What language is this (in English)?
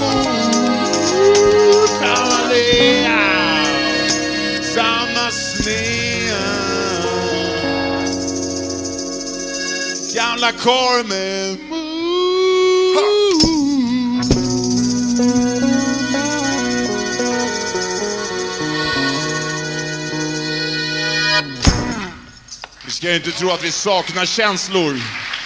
Swedish